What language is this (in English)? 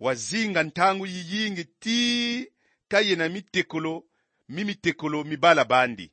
Kongo